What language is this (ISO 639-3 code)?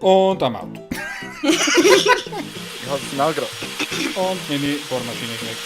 gsw